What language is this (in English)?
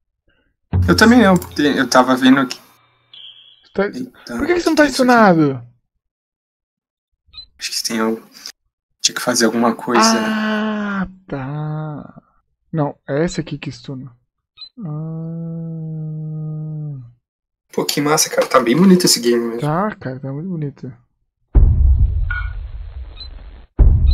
Portuguese